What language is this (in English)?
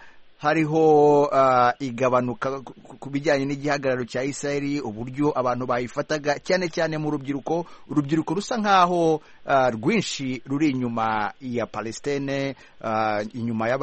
Kinyarwanda